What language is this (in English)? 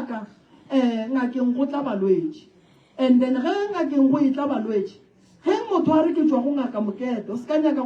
Northern Sotho